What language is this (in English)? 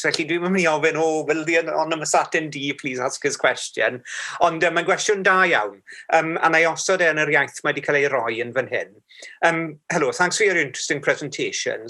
Welsh